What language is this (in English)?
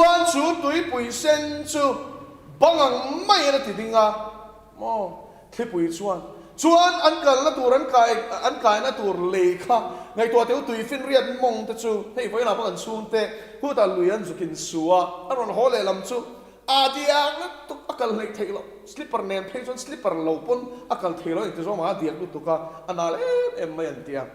Mizo